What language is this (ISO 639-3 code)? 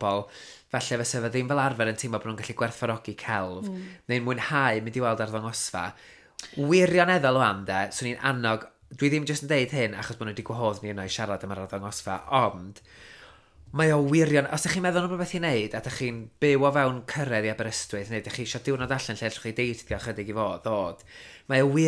cym